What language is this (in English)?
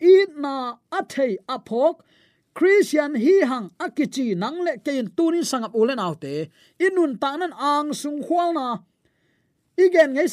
Tedim Chin